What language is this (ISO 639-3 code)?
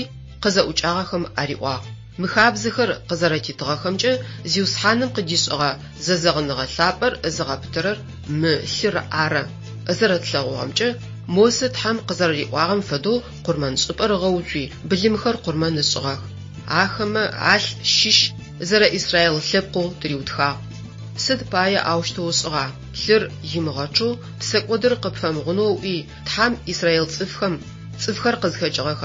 ady